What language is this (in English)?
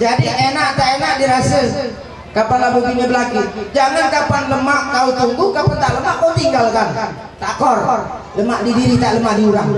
Musi